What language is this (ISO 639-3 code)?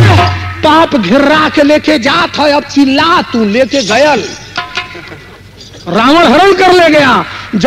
bho